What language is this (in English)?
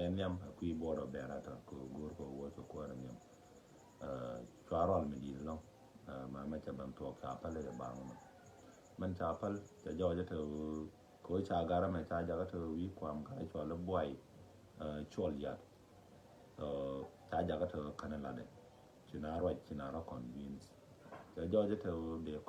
Nuer